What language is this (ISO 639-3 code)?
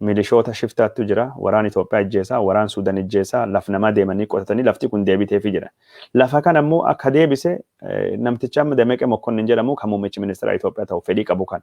orm